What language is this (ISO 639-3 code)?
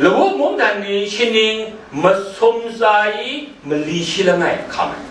kac